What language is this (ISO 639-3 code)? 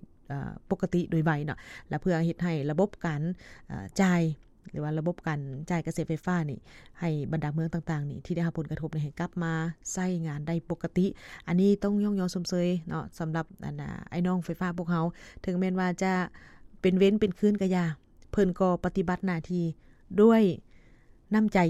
lao